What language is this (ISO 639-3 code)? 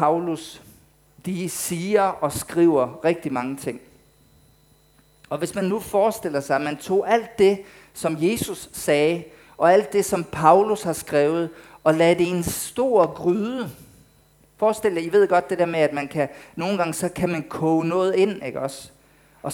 dan